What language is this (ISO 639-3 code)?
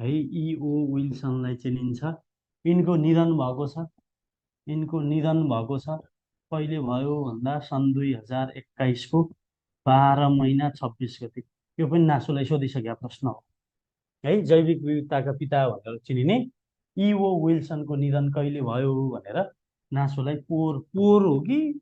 nep